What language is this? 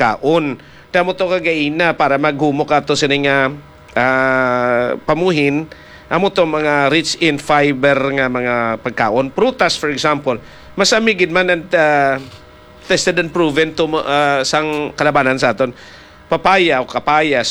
Hiligaynon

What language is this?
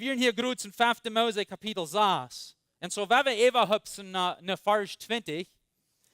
Plautdietsch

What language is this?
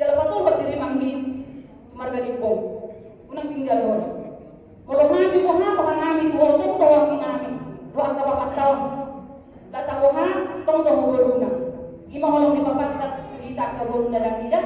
Batak Toba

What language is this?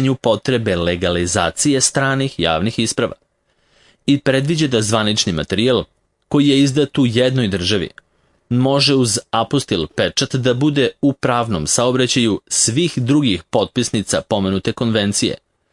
Serbian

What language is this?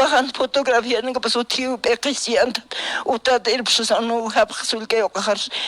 Aymara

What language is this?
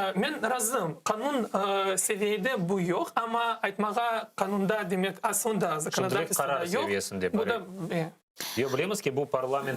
Crimean Tatar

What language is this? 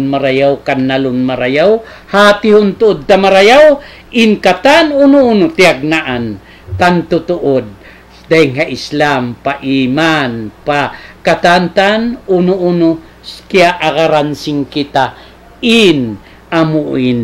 Tausug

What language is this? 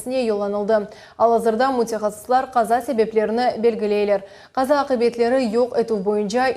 Crimean Tatar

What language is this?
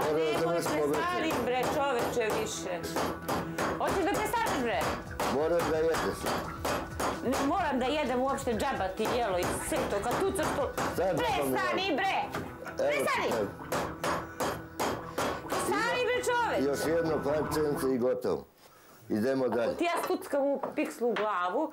Serbian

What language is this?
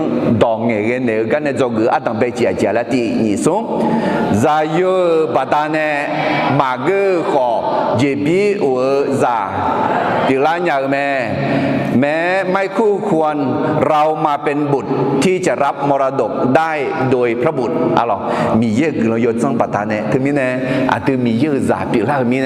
Akha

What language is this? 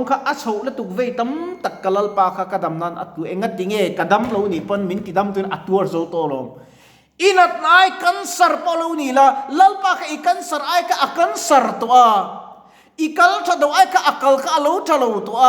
Mizo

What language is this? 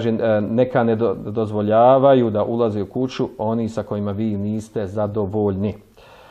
Bosnian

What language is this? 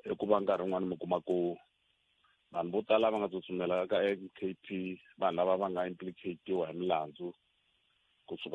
Tsonga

